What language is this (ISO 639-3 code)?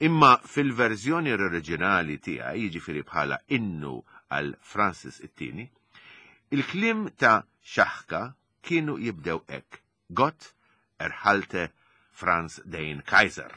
mlt